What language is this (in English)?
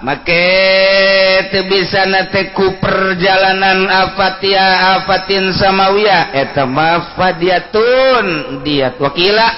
Sundanese